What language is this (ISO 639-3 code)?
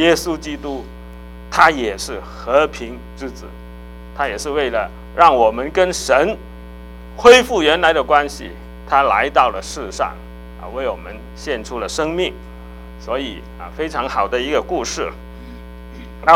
zho